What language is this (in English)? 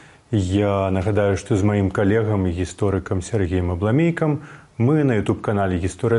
Belarusian